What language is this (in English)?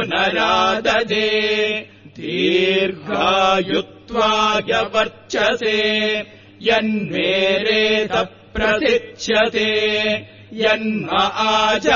Sanskrit